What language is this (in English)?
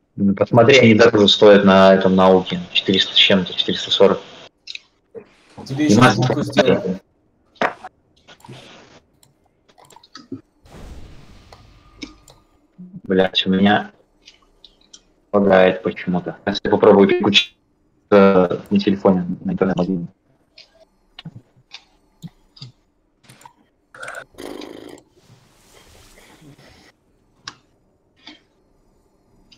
Russian